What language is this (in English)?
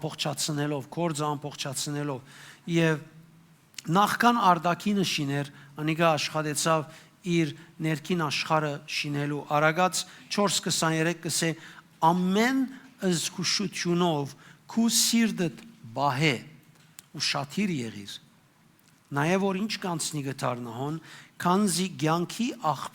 Western Armenian